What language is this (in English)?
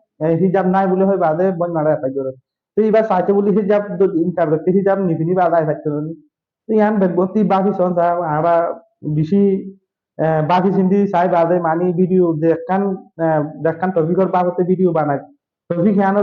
Rohingya